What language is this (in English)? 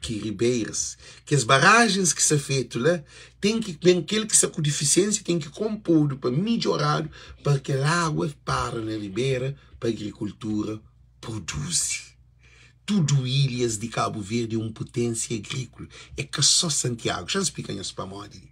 Kabuverdianu